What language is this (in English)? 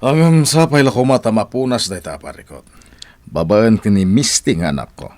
Iloko